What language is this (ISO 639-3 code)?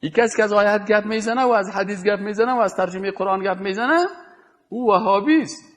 fas